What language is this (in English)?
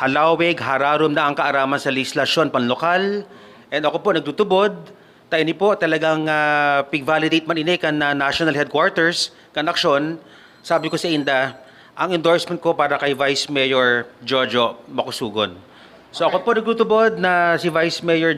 Bikol